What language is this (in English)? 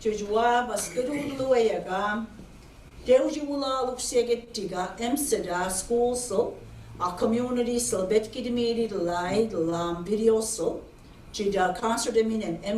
Mi'kmaw